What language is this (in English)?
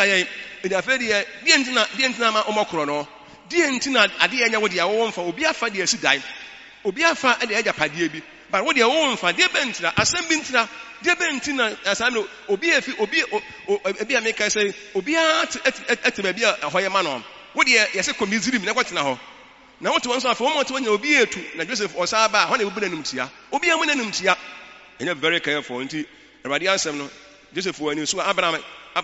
Akan